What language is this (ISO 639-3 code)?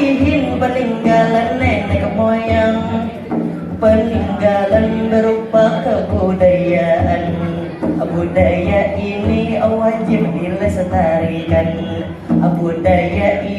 bjn